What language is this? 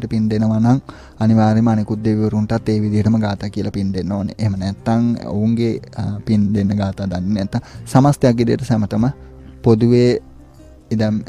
Sinhala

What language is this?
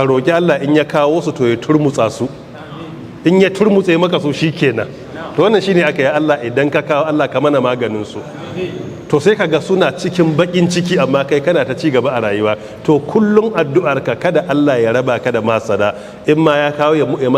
Hausa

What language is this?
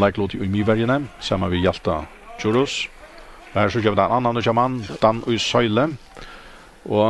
Faroese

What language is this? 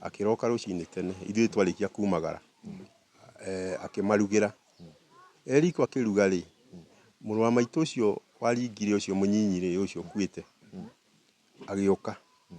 Kikuyu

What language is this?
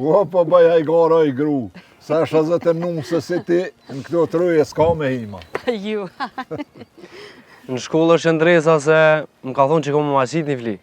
Albanian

